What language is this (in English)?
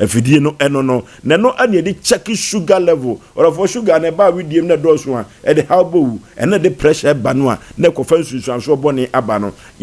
Akan